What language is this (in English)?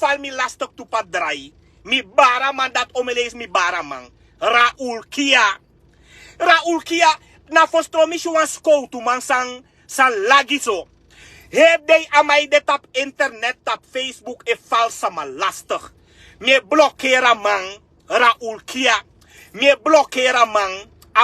Sranan Tongo